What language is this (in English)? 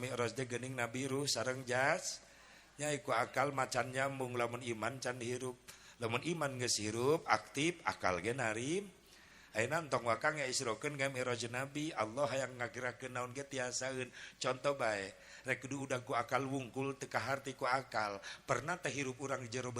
Sundanese